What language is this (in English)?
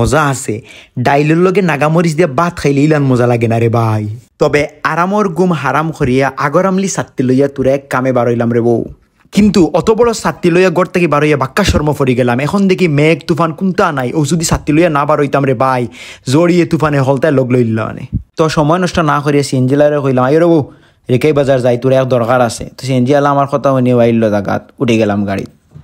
Sylheti